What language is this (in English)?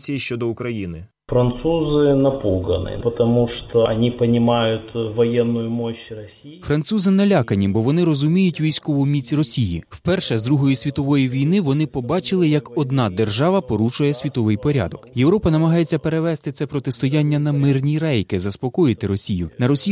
Ukrainian